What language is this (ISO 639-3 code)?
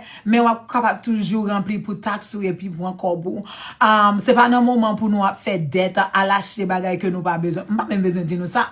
hat